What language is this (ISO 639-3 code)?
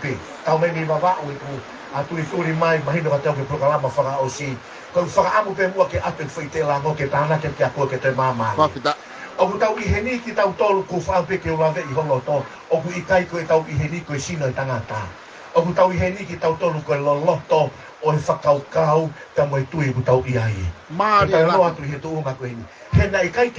ton